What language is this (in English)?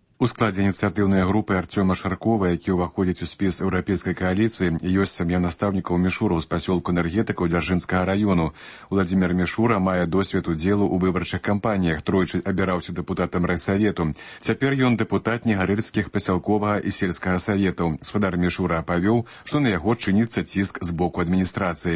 Belarusian